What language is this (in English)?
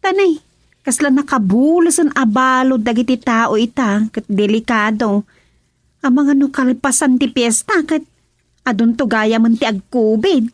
Iloko